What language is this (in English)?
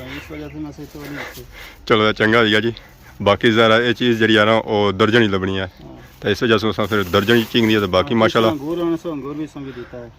Pahari-Potwari